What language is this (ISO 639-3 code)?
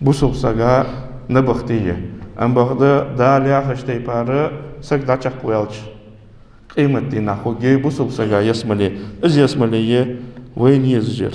inh